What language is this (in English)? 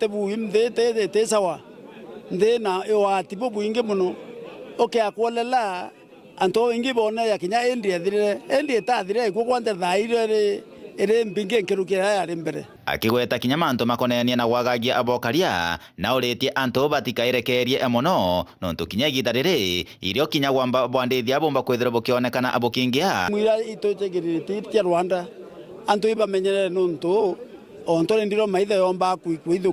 Meru